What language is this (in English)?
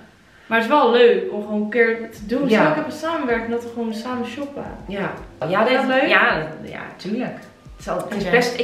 Dutch